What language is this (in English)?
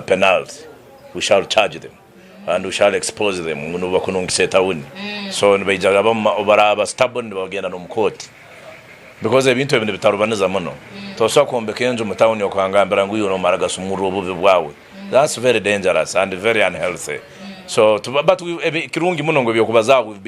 Nyankole